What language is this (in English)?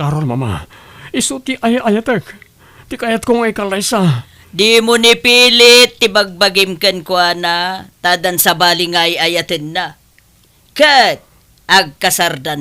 Iloko